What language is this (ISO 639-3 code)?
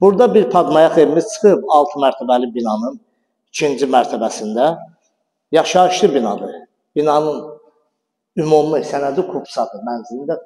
aze